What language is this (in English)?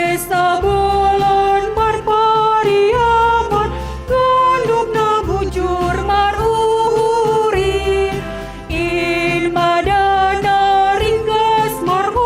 Batak Simalungun